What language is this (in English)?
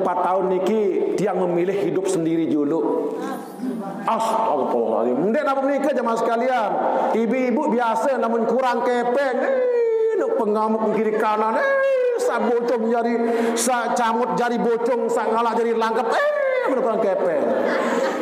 Sasak